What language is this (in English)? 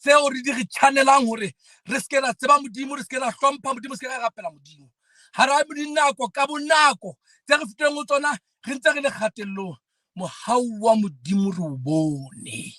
Southern Sotho